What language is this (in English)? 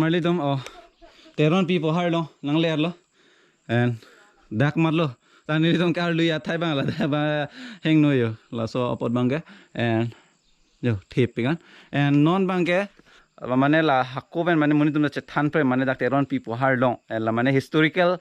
Karbi